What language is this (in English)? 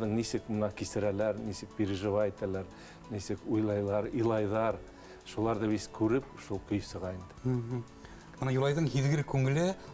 Bashkir